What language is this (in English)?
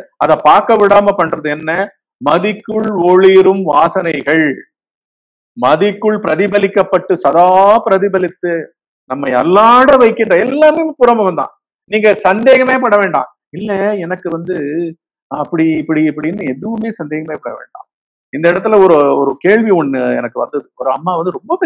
Tamil